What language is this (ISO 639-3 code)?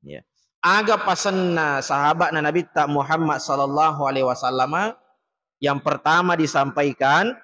bug